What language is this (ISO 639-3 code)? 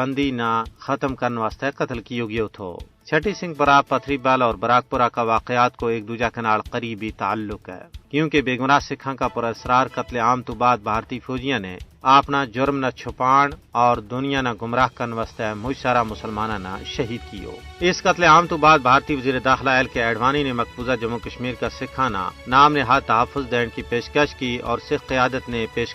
gju